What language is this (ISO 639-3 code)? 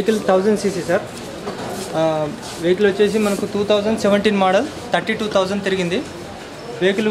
tel